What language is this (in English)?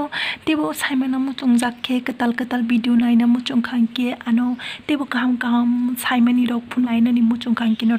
Kok Borok